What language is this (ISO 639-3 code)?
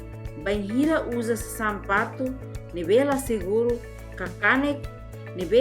tet